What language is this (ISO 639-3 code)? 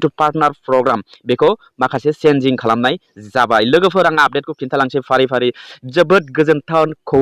brx